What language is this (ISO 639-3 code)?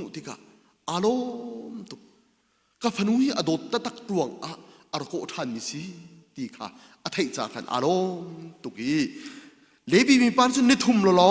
cnh